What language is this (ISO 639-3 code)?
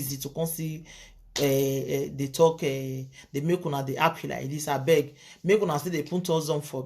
pcm